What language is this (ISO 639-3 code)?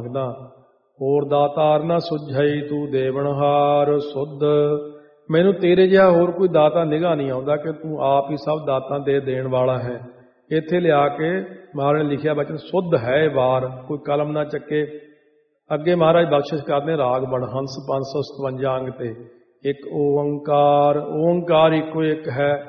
pan